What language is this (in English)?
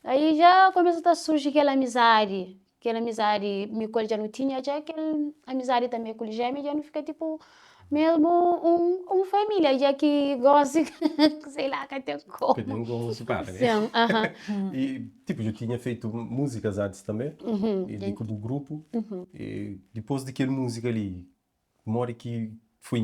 Kabuverdianu